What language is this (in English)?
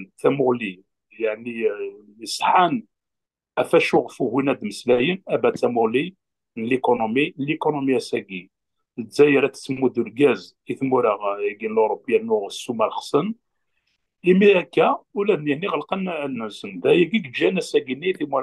Kabyle